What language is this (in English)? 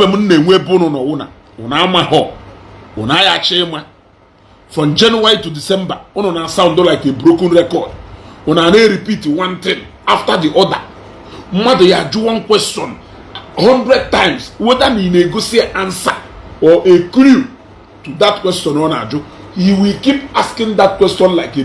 Igbo